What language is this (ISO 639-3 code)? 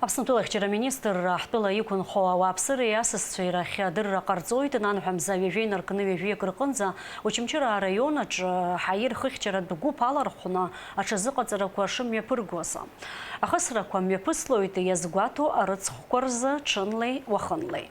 abk